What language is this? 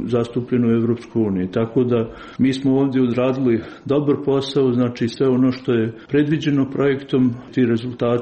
Croatian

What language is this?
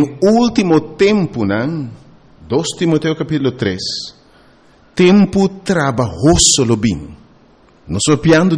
Papiamento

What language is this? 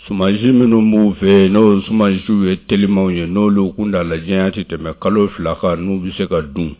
Bambara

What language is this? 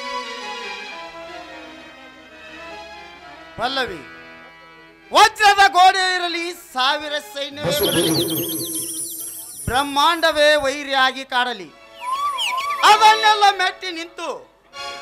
Kannada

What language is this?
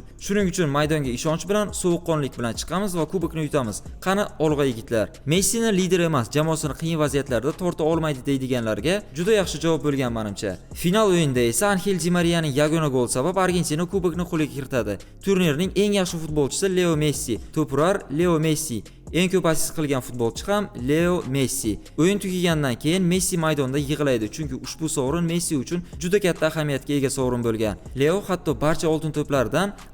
Uzbek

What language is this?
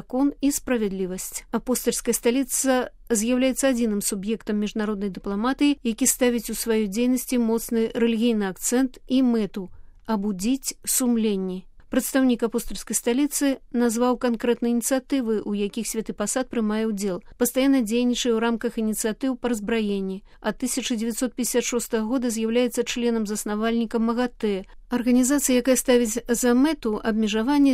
Belarusian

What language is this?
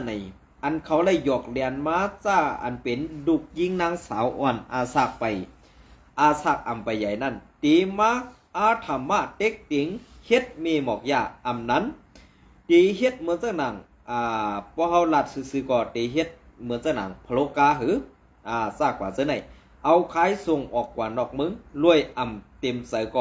Shan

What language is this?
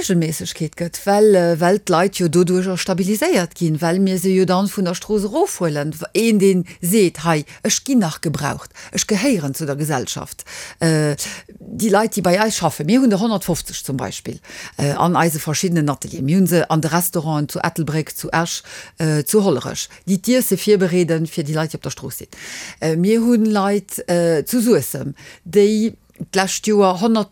Luxembourgish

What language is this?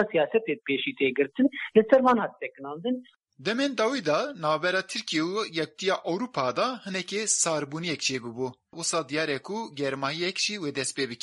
Kurdish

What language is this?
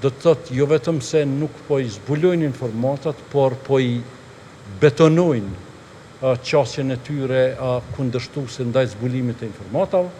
Albanian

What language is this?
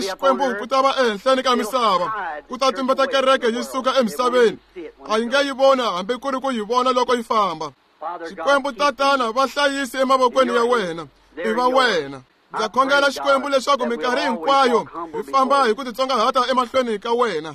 Tsonga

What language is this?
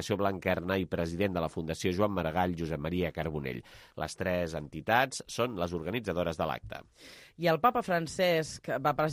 Catalan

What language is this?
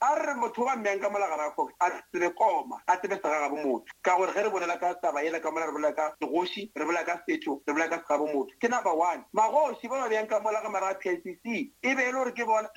Northern Sotho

